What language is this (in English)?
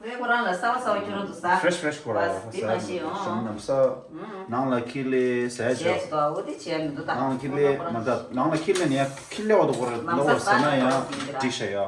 Tibetan